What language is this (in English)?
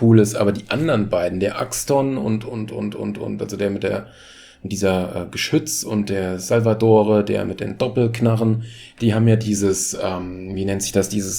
German